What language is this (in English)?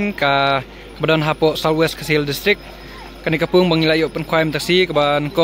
Khasi